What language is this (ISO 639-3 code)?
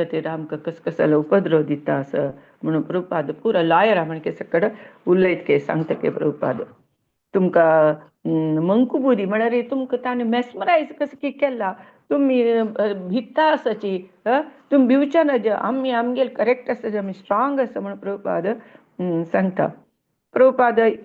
kok